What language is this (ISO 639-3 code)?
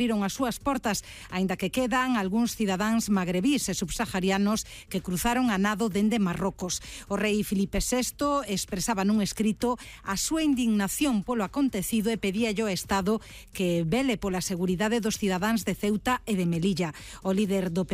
glg